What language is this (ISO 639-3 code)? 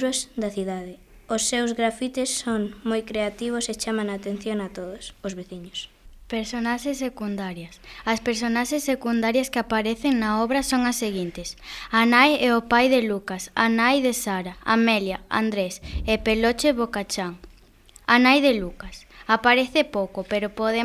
glg